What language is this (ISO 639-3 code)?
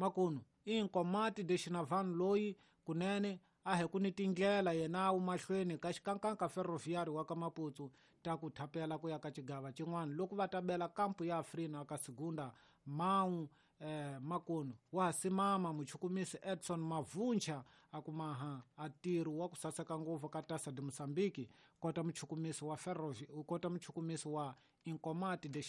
tso